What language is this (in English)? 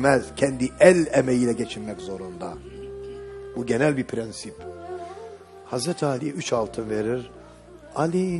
Turkish